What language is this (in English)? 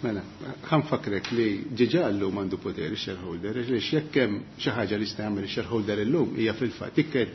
Maltese